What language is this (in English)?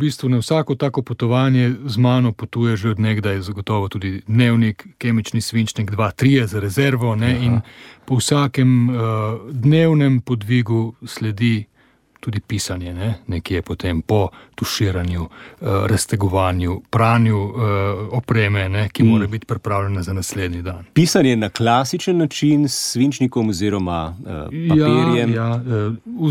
Slovenian